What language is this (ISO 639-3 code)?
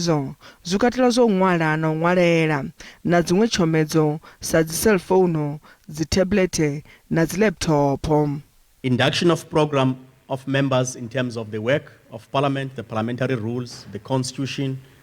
ven